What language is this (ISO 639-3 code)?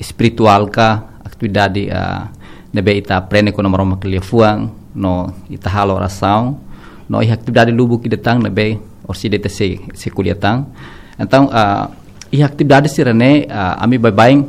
tet